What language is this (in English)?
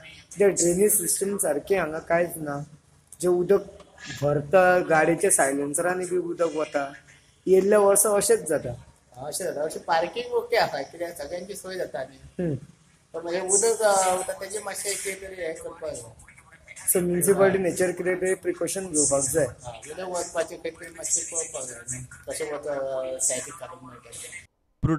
Konkani